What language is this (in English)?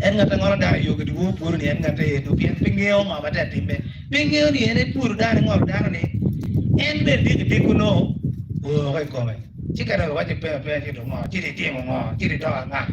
Acoli